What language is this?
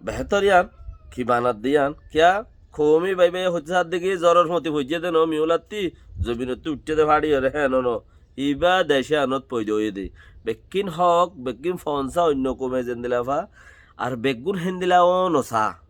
Rohingya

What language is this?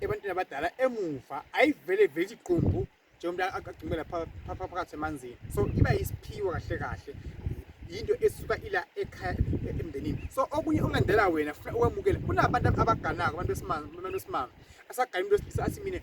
Zulu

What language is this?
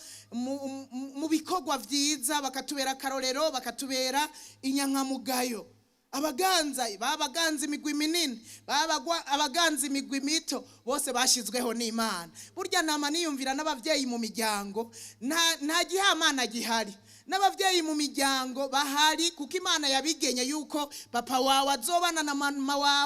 Rundi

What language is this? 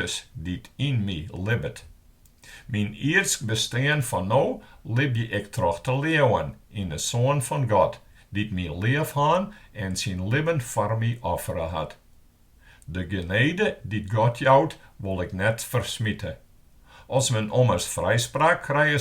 Western Frisian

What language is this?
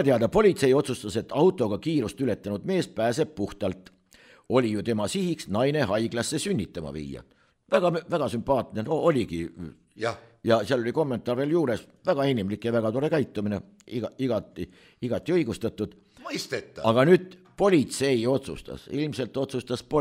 Estonian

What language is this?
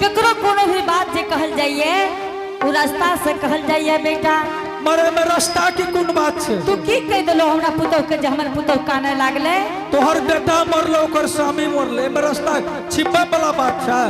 Angika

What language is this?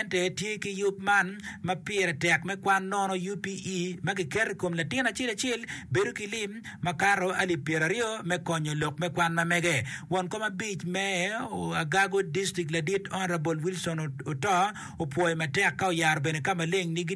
Acoli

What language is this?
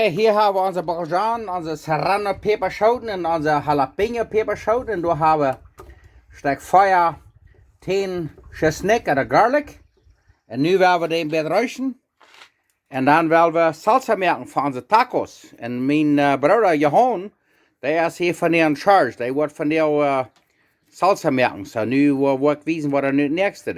Plautdietsch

